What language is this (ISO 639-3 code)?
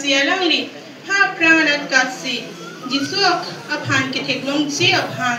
mjw